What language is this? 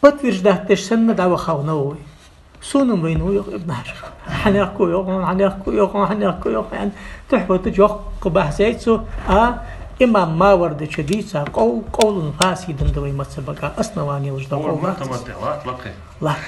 Ingush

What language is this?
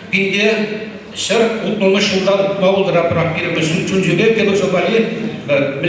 Chuvash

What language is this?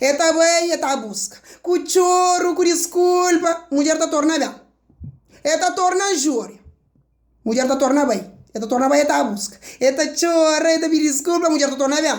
Kabuverdianu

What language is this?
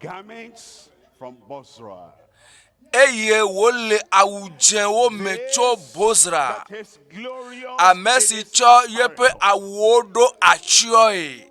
Ewe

